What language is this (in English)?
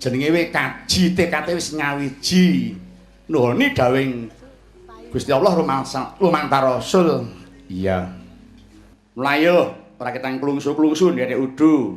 Javanese